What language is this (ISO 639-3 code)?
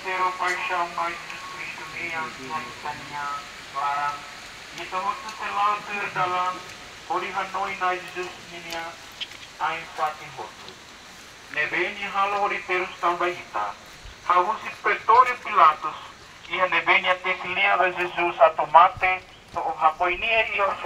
tet